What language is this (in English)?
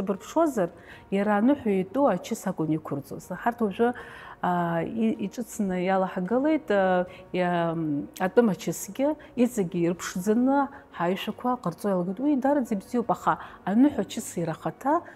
Abkhazian